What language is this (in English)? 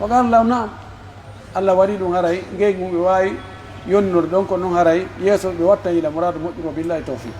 Pular